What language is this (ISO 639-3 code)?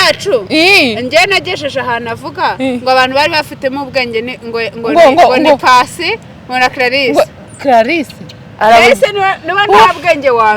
kin